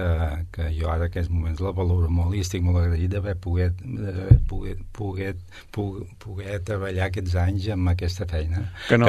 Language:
Catalan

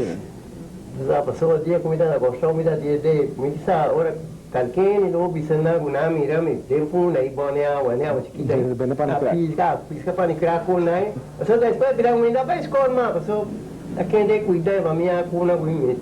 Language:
Papiamento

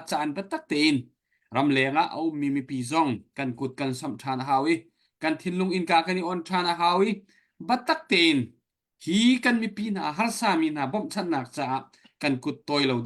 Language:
Hakha Chin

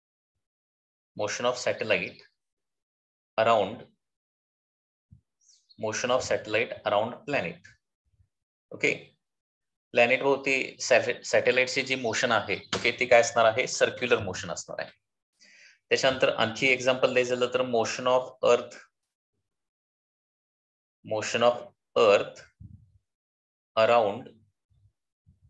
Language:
Marathi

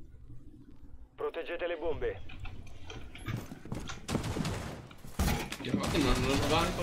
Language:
Italian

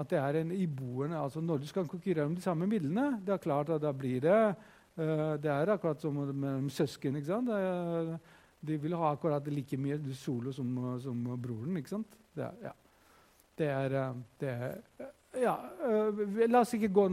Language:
Norwegian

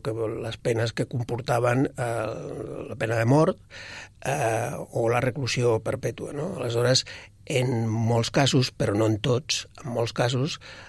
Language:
Catalan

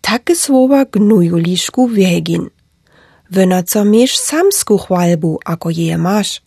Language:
Slovenian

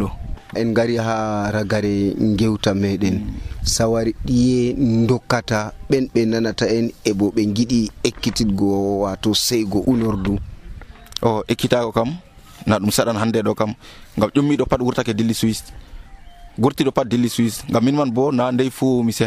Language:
Nigerian Fulfulde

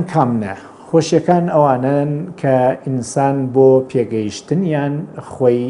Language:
Central Kurdish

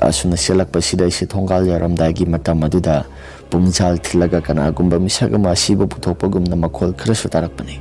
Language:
Manipuri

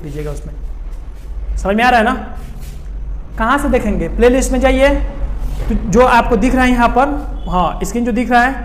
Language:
Hindi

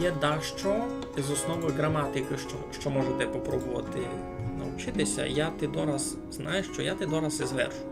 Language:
Rusyn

